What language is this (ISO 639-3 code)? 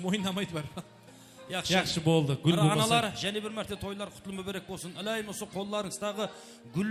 kaa